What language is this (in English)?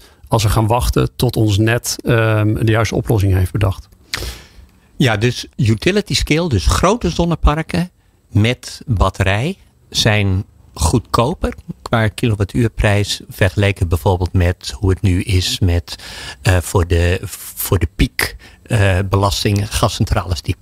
Dutch